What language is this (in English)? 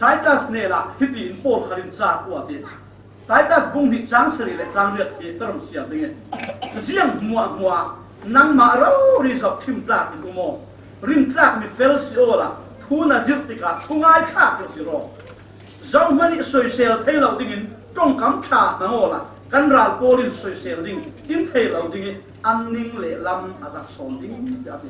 Falam Chin